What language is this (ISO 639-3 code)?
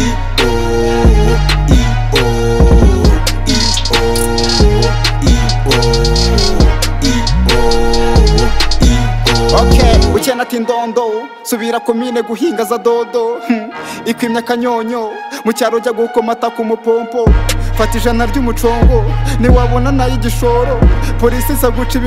kin